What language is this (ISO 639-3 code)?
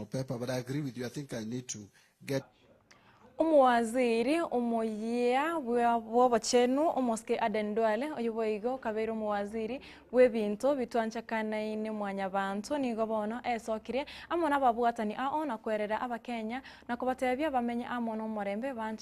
guz